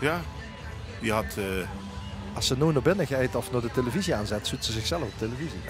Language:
Limburgish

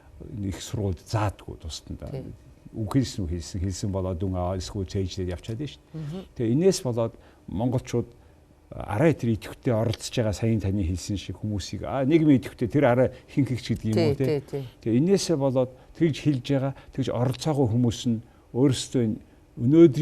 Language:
Mongolian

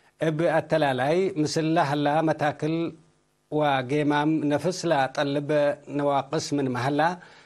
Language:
Tigre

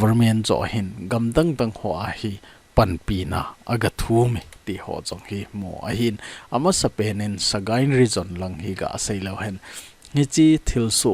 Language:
Thado Chin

